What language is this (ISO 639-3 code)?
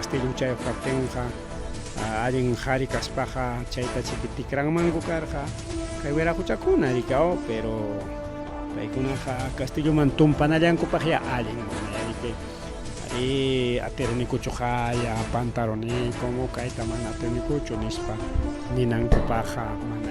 quy